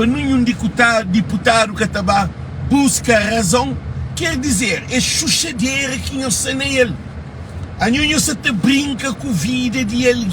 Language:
Kabuverdianu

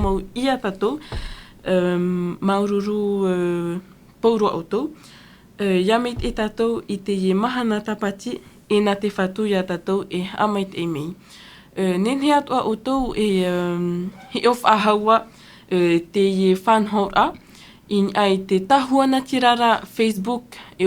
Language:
Tahitian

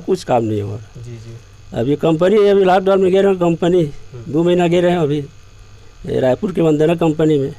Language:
Chhattisgarhi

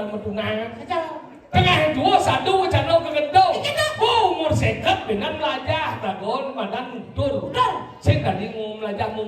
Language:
Balinese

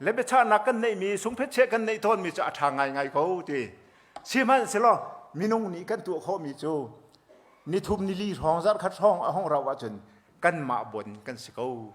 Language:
Hakha Chin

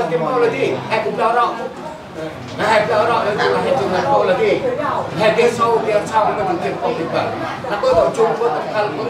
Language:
Central Mnong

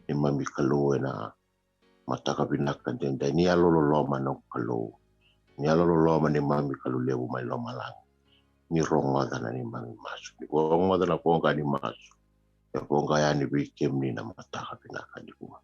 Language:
Fijian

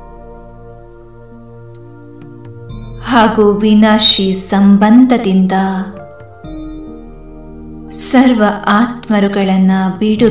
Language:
Kannada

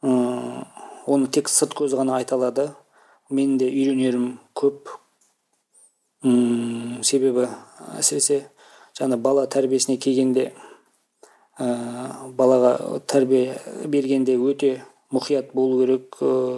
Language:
Kazakh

